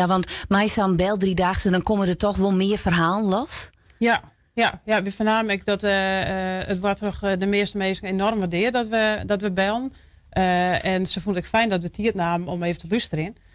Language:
Western Frisian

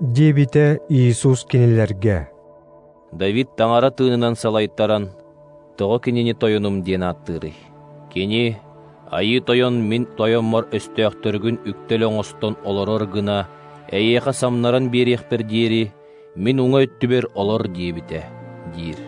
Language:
Yakut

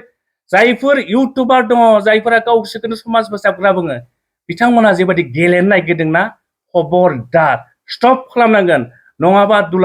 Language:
Bodo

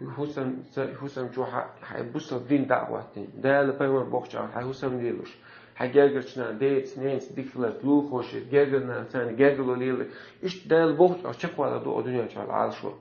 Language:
Chechen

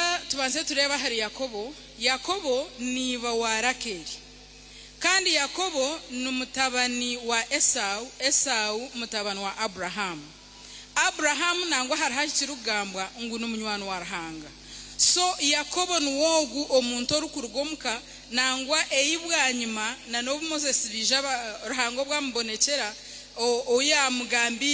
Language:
Nyankole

